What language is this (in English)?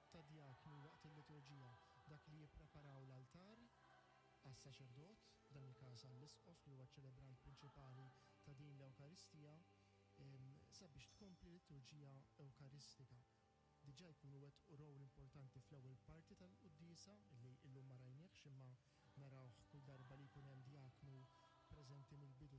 Maltese